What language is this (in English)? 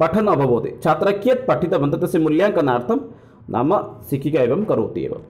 Sanskrit